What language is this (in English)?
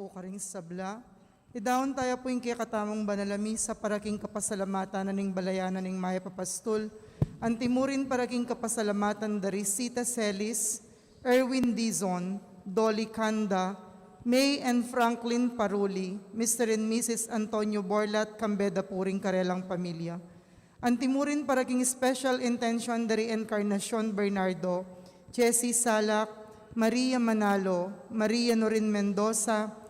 Pampanga